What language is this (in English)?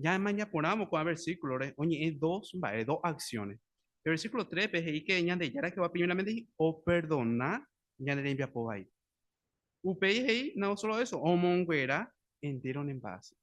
Guarani